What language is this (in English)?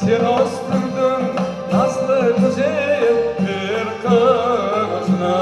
Crimean Tatar